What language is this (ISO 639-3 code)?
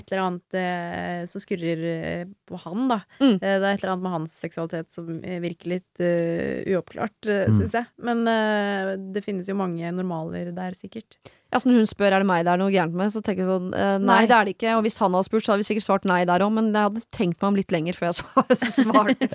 nor